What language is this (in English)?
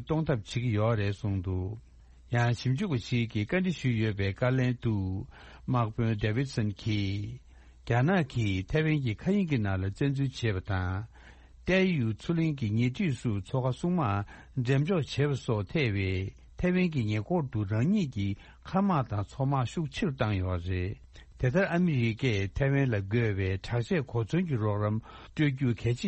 Tibetan